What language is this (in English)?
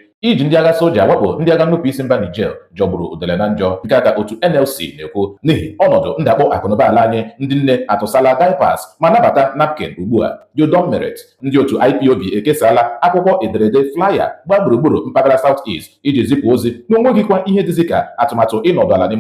Igbo